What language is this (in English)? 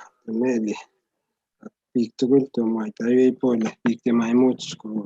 Kalenjin